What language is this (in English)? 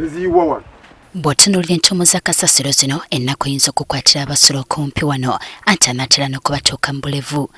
Ganda